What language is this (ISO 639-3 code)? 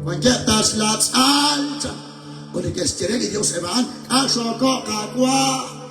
kek